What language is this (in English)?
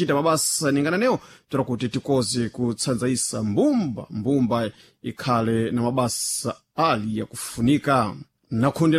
Sena